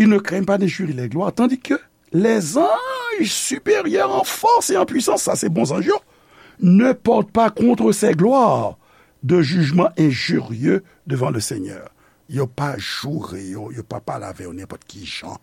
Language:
Haitian Creole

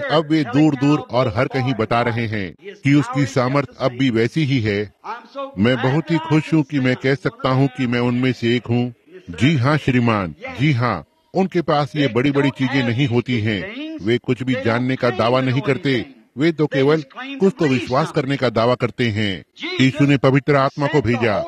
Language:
Hindi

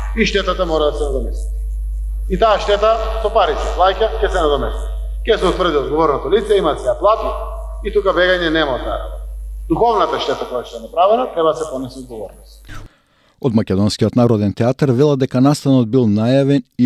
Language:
Macedonian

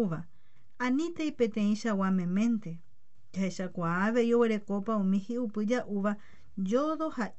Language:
Guarani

